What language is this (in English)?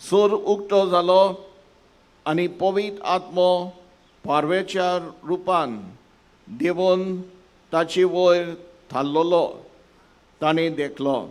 Konkani